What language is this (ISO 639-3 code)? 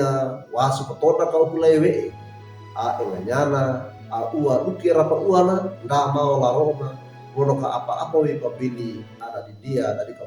wew